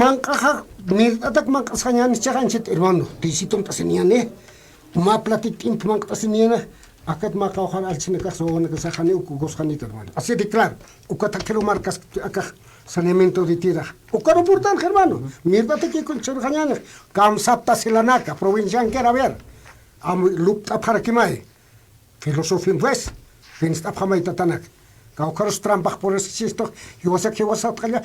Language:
Aymara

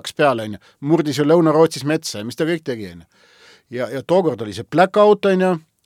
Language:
Estonian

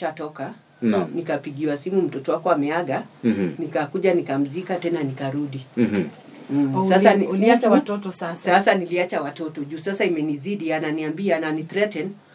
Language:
Swahili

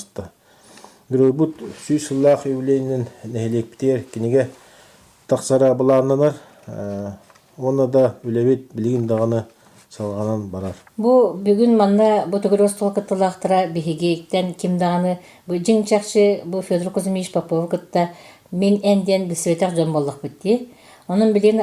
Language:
Yakut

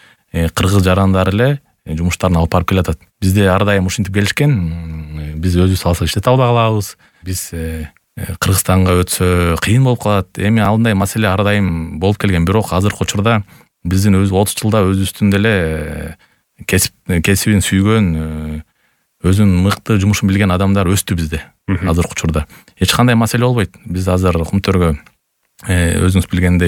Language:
Kyrgyz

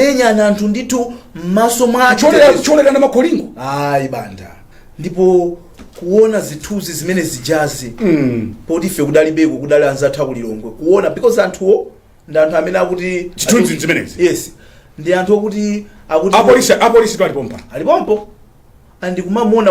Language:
Nyanja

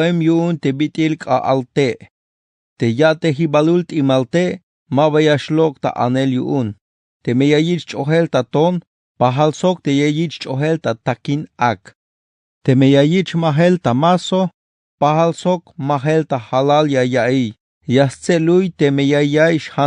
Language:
Tzeltal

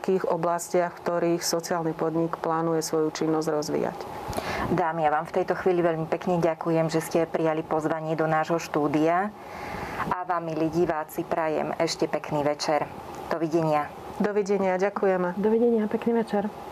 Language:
Slovak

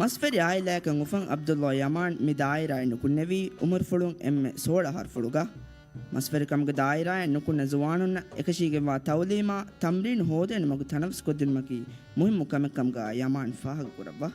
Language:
Divehi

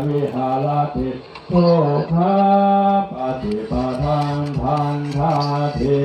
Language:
Pali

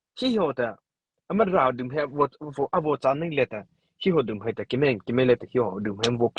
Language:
Mara Chin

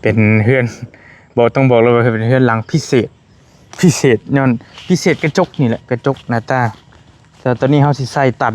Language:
Northeastern Thai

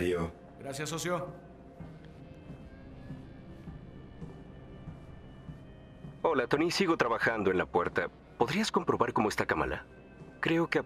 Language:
Spanish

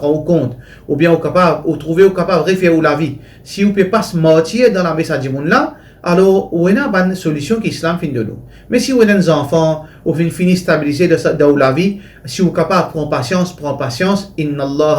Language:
Morisyen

